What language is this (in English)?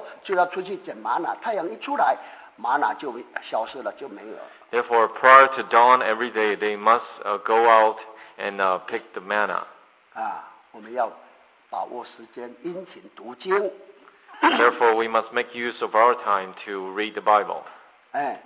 Chinese